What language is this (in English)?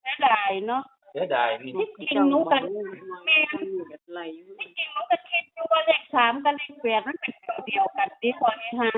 Northeastern Thai